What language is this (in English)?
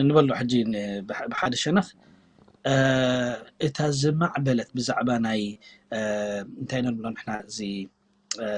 Tigrinya